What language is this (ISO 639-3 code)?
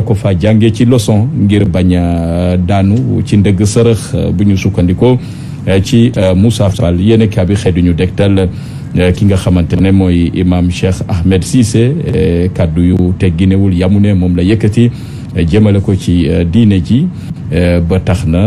wol